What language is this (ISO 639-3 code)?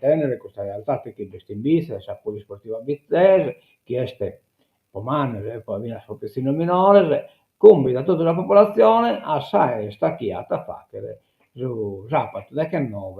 srd